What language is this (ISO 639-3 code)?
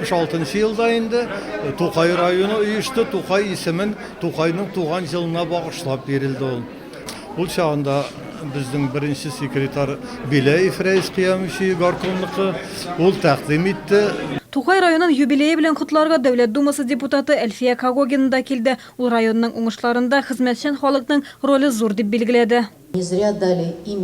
tat